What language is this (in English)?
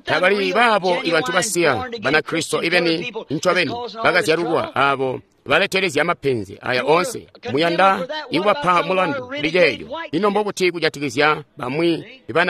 Tonga (Zambia)